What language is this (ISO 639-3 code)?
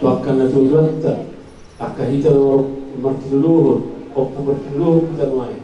bbc